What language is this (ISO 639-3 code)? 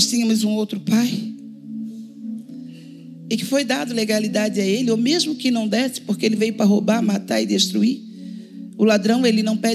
por